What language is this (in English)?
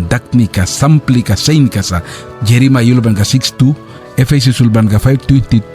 Mískito